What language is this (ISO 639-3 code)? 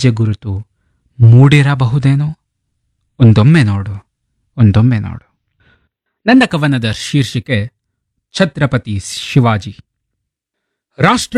kan